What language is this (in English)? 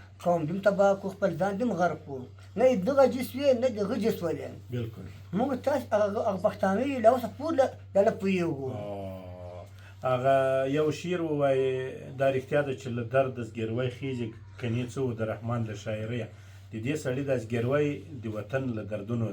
Pashto